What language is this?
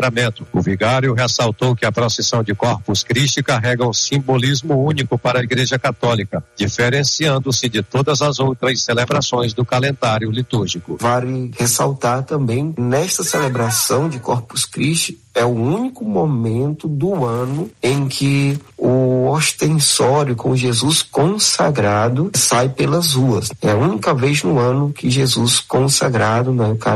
Portuguese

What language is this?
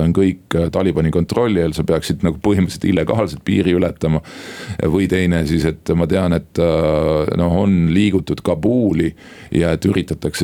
Estonian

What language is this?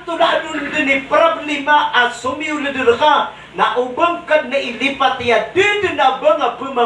Maranao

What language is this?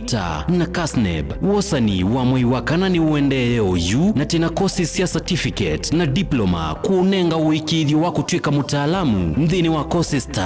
Kamba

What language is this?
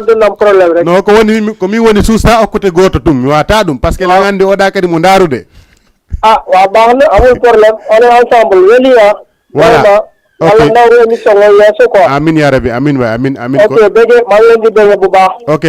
Fula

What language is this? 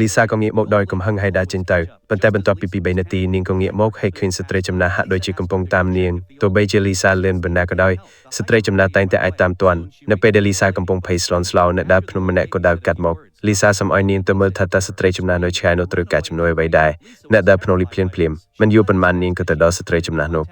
Khmer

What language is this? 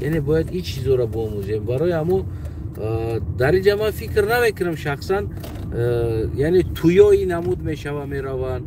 Tajik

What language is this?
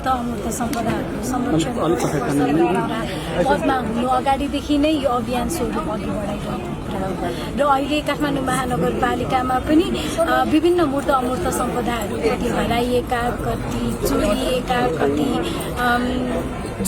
Nepali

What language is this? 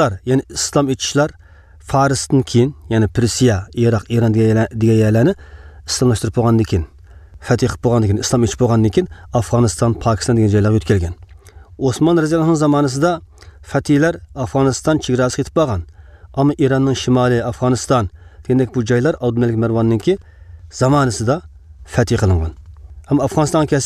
Uyghur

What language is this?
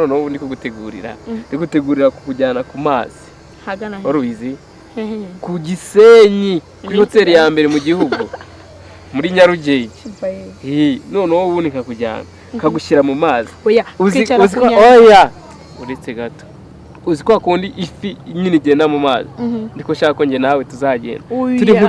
Kinyarwanda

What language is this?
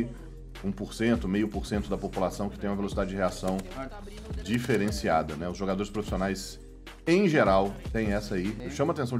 Portuguese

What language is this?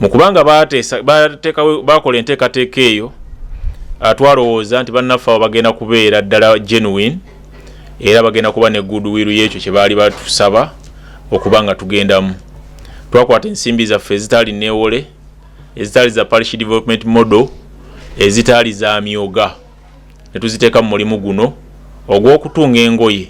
Ganda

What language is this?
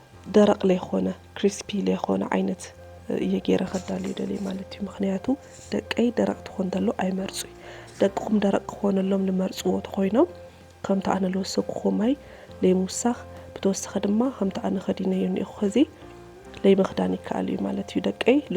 Tigrinya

